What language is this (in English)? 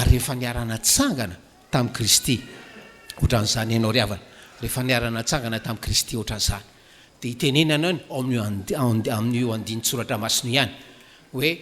Malagasy